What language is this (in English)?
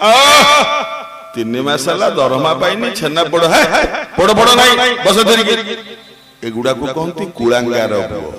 Odia